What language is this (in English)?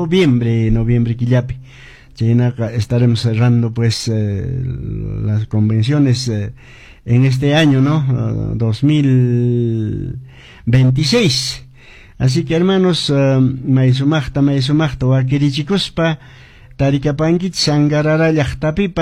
Quechua